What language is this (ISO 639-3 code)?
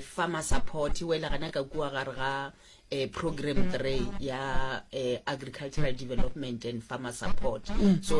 nso